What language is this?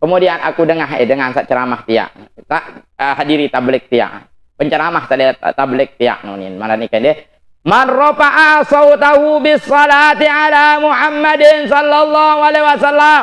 Sasak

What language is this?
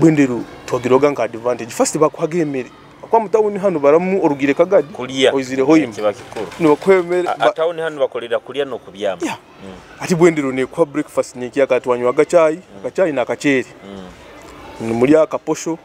Nyoro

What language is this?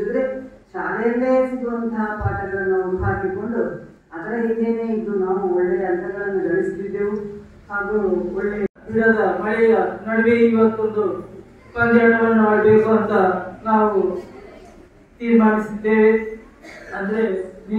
Kannada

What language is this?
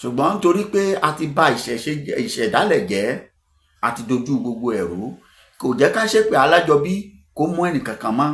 Yoruba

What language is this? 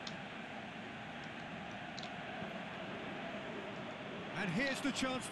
Ukrainian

